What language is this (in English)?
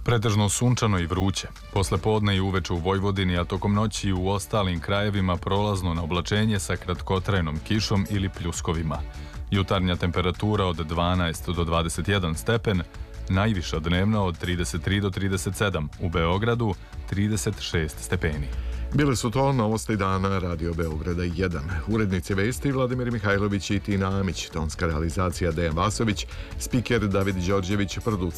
Serbian